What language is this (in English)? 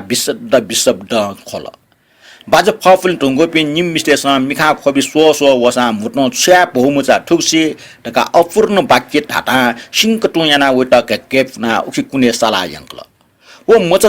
Newari